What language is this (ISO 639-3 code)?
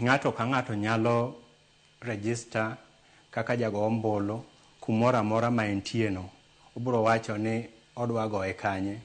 luo